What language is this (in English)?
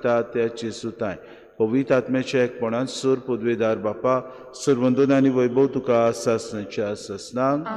Konkani